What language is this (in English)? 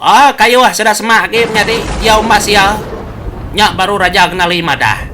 Iban